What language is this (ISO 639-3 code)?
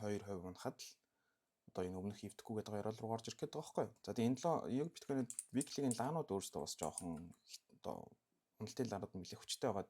mon